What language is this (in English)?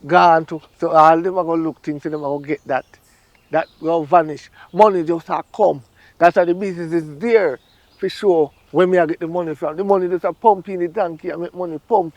Jamaican Creole English